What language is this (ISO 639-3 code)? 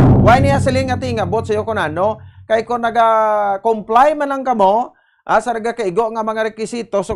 hil